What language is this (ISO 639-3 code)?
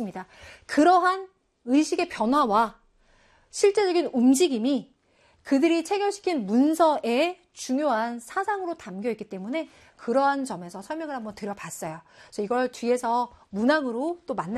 kor